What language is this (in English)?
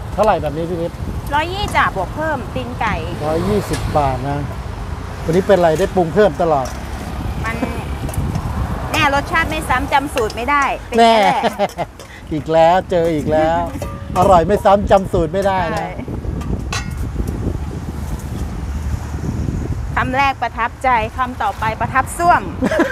Thai